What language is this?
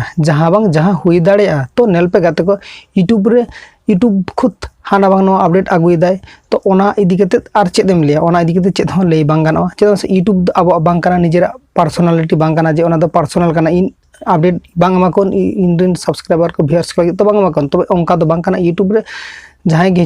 Santali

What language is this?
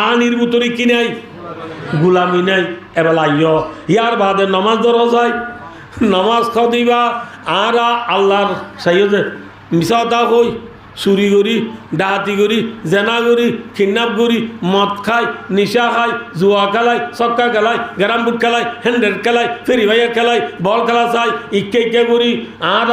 Rohingya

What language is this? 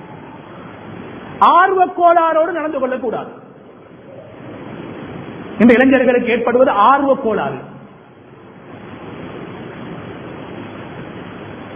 Tamil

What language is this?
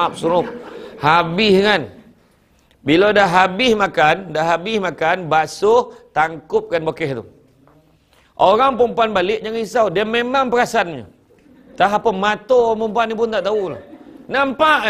Malay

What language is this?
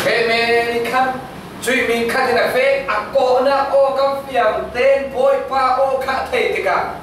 Falam Chin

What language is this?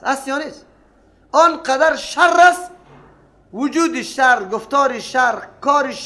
Persian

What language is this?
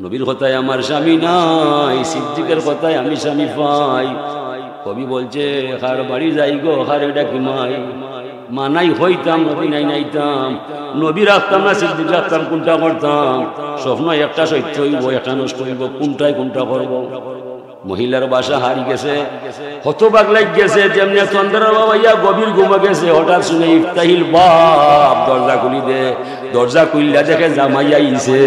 Sylheti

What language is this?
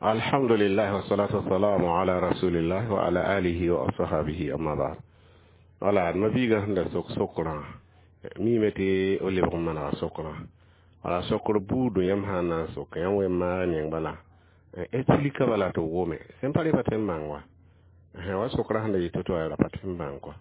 Mossi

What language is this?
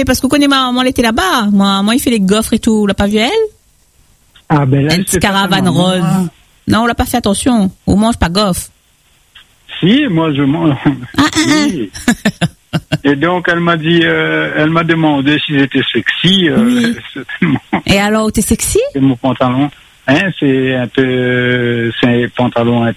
French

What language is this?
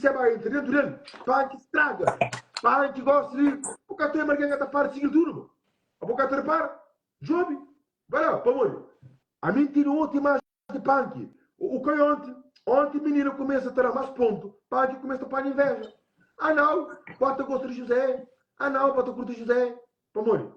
Kabuverdianu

